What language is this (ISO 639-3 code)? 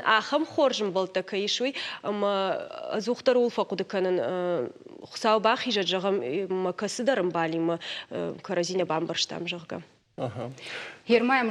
oss